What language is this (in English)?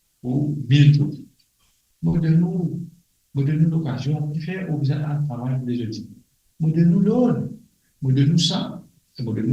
Morisyen